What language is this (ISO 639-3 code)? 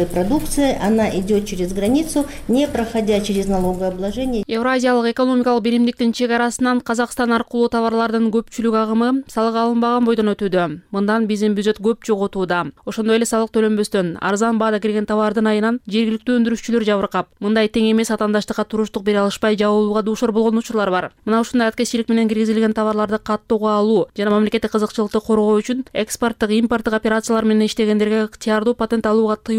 kir